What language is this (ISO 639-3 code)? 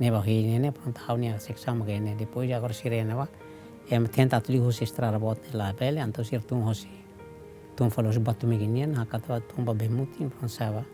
tet